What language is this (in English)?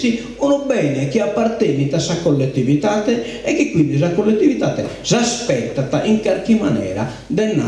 Sardinian